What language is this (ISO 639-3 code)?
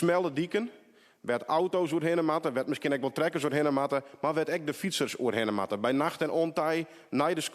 fry